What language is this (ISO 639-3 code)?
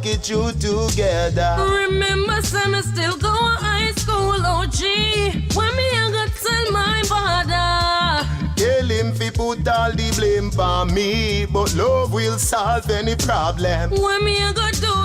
jam